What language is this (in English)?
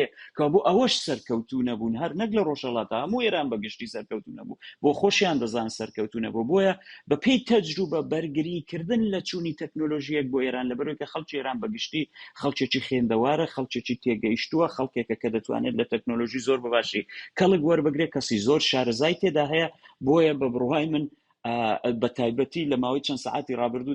Central Kurdish